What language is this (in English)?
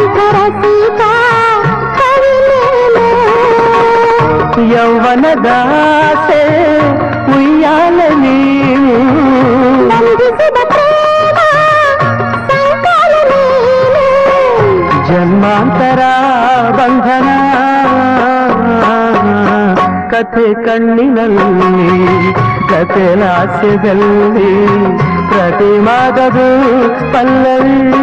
Kannada